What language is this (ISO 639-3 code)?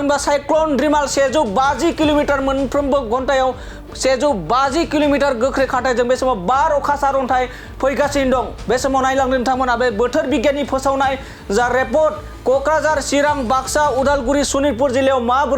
brx